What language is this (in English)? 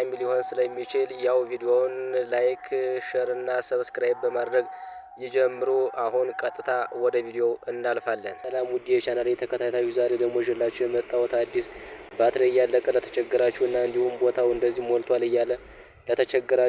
Amharic